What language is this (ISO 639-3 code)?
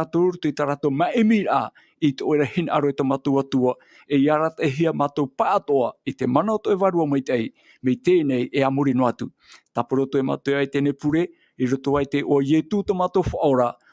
tah